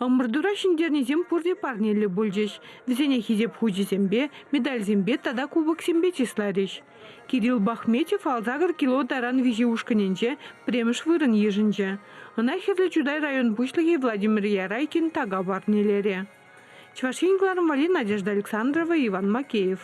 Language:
Chuvash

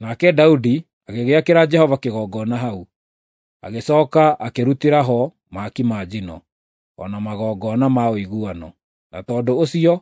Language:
Kikuyu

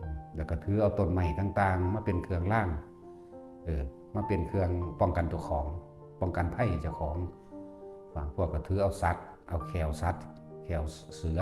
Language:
Northeastern Thai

